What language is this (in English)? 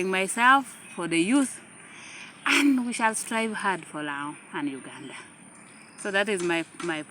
Lango (Uganda)